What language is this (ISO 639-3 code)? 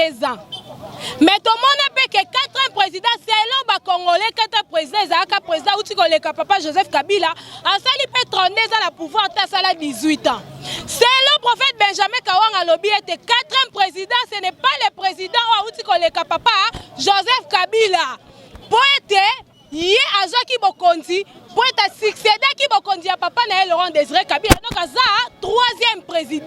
lin